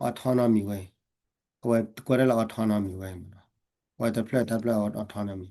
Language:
S'gaw Karen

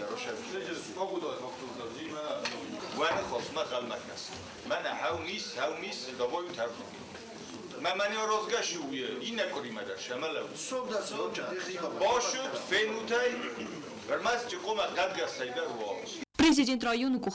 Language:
Ossetic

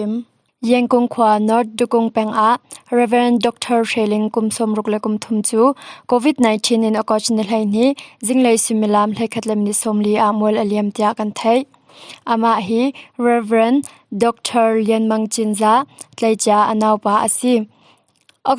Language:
Hakha Chin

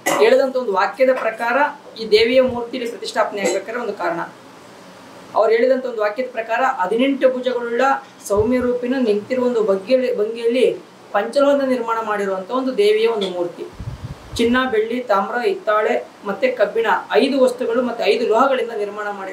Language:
Kannada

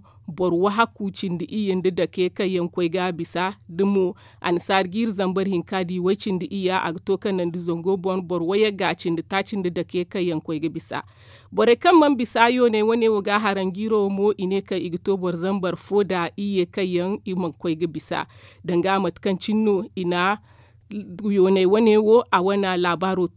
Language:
Zarma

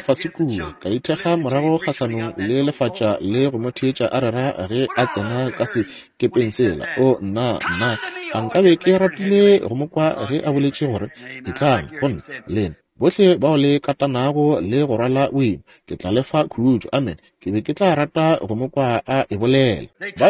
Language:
Northern Sotho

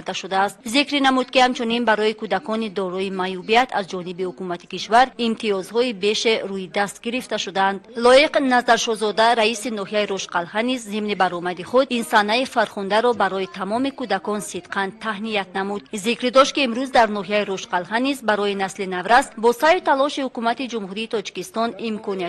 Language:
Tajik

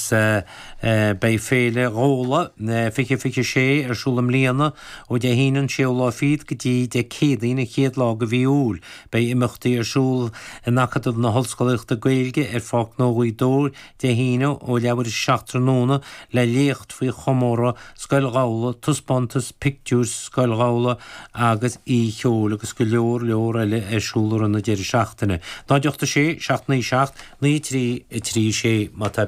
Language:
Irish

